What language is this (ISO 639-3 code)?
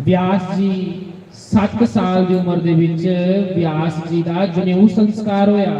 doi